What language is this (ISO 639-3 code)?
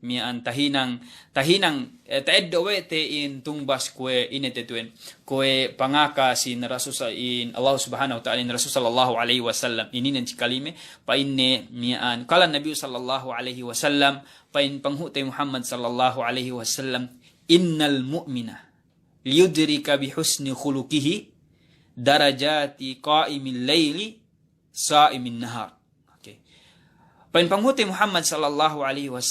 yka